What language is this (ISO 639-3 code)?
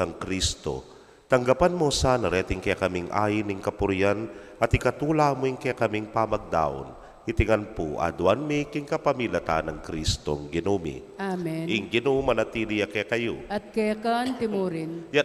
pam